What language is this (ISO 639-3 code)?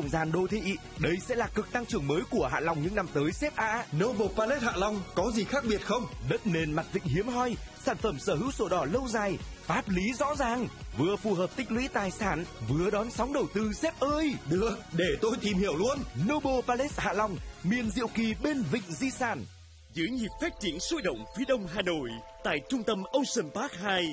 vie